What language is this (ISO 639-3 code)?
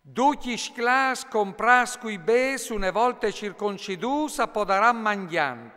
fur